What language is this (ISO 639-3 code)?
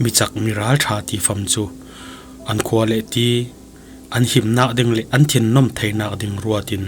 cfm